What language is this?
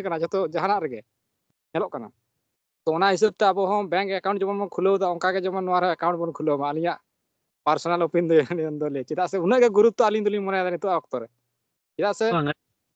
Santali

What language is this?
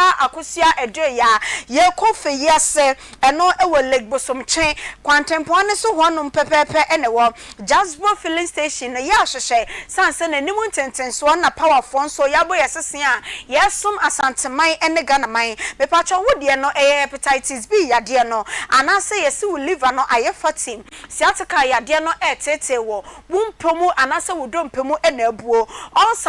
Akan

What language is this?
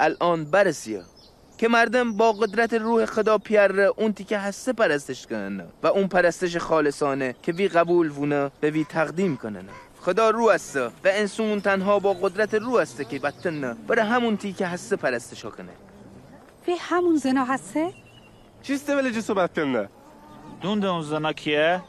Mazanderani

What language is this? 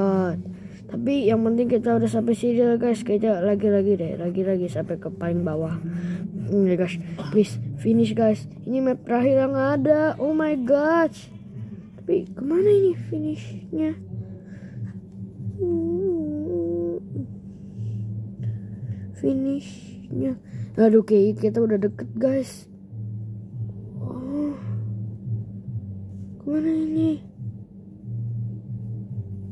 Indonesian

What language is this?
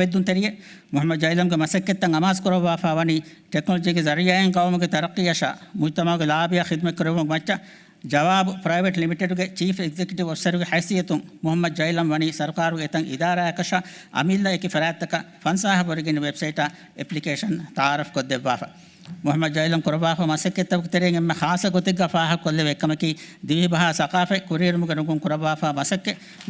Divehi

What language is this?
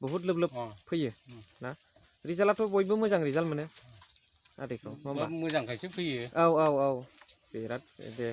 Bodo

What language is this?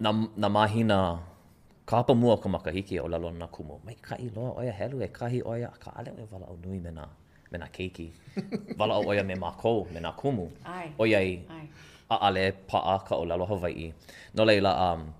Hawaiian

